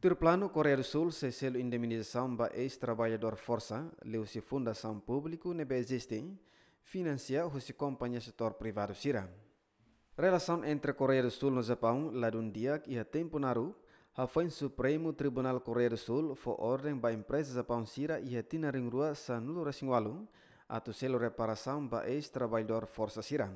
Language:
Tetum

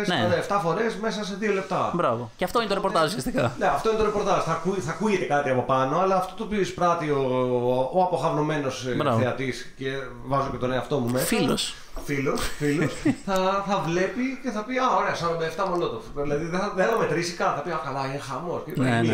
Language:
Greek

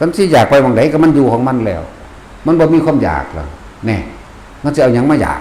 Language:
Northeastern Thai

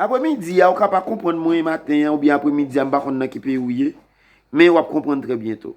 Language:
Haitian Creole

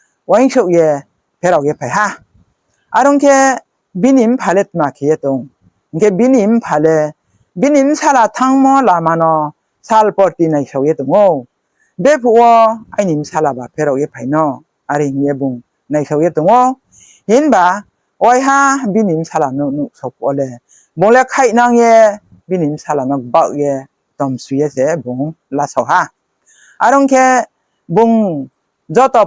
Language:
Riang (India)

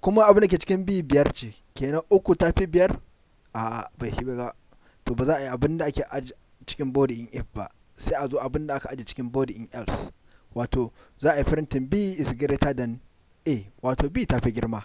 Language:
Hausa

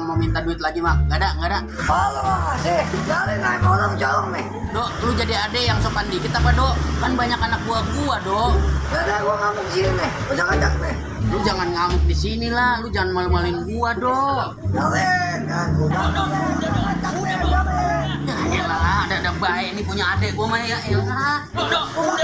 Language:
Betawi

